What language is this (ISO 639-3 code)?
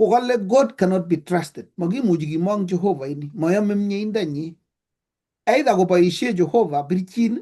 kln